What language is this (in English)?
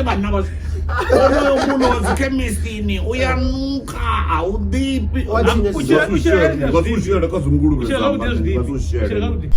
Venda